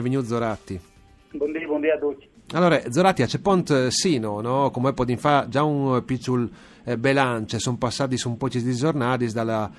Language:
Friulian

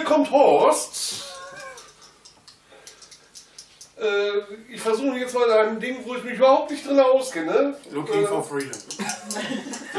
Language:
German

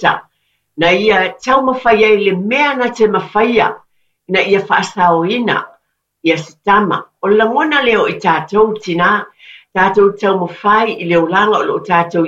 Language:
Samoan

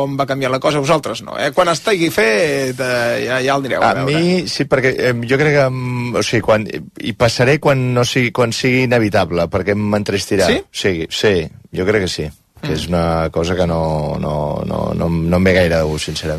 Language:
Catalan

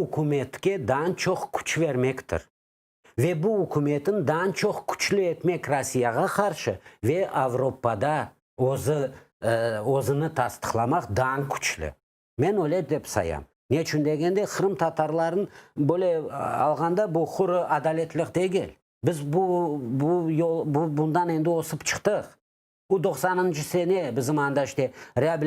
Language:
Crimean Tatar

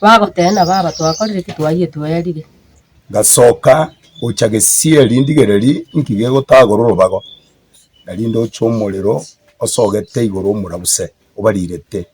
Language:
Gusii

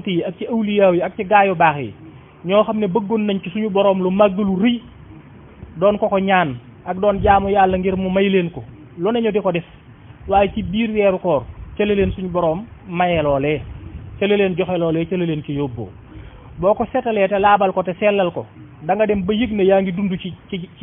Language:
Wolof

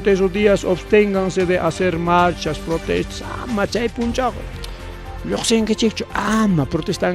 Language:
Ayacucho Quechua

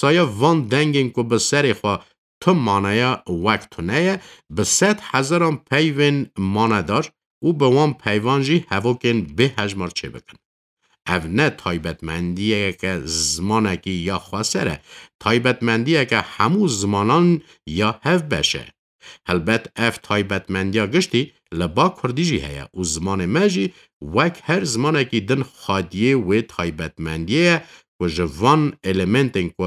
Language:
Kurdish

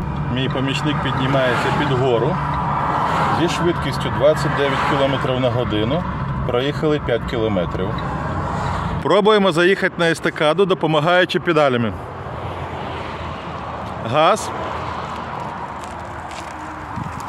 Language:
Ukrainian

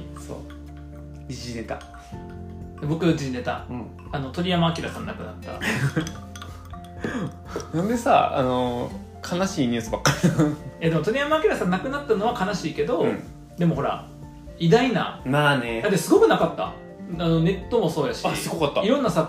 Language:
Japanese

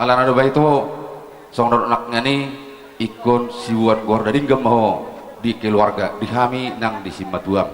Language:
Batak Toba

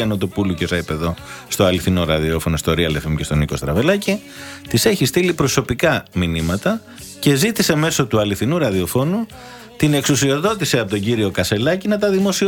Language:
Greek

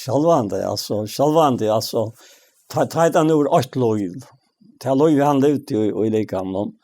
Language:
Faroese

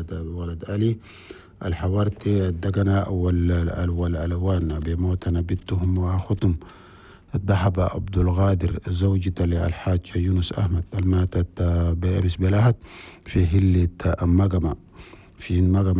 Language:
Chadian Arabic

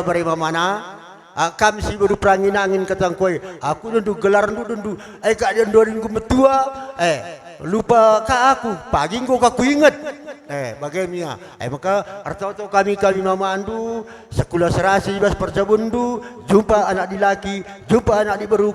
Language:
Batak Karo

